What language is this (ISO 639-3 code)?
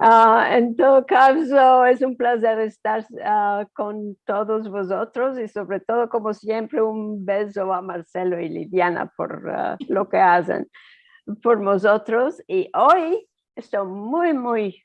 lad